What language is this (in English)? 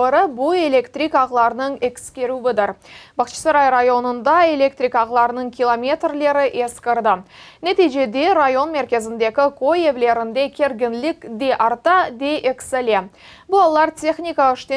Crimean Tatar